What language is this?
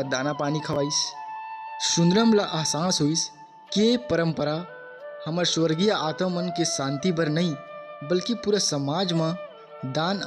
Chhattisgarhi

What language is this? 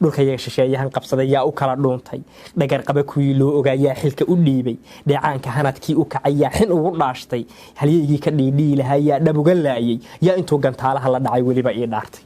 Somali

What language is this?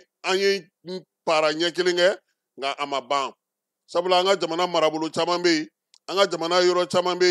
Bambara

